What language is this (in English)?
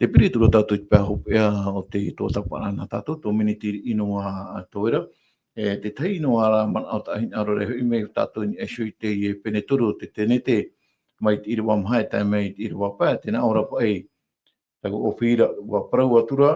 Tahitian